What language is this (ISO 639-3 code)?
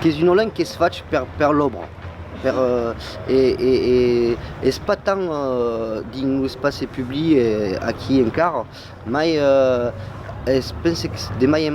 oci